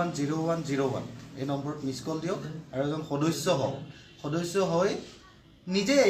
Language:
Assamese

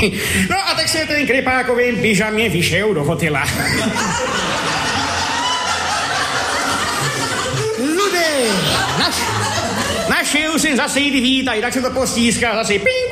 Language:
Czech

